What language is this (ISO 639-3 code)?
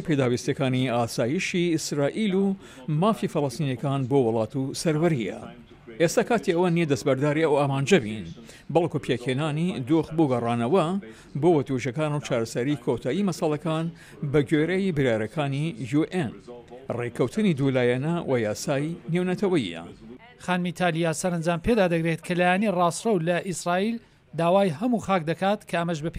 ckb